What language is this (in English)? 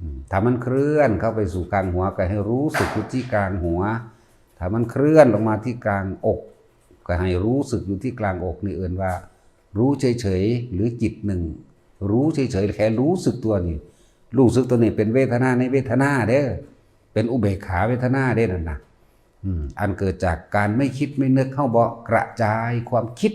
Northeastern Thai